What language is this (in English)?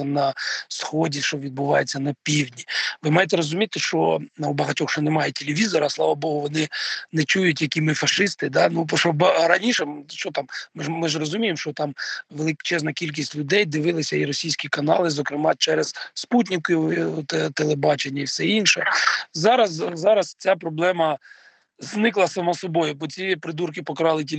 Ukrainian